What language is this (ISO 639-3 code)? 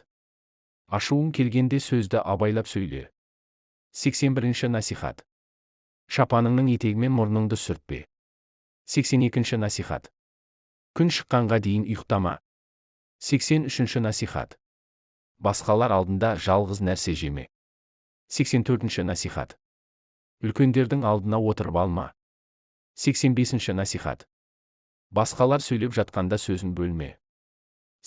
kaz